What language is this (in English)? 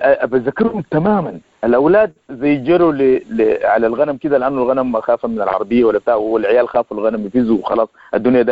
Sudanese Arabic